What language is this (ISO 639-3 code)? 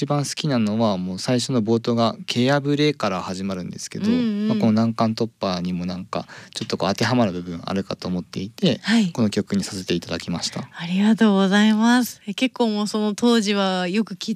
jpn